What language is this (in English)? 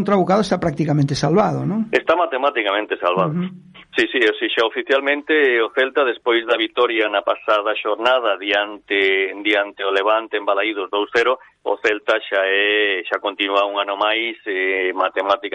Galician